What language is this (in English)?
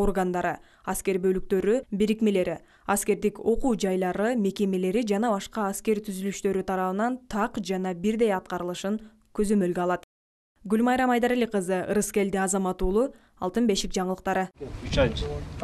Kyrgyz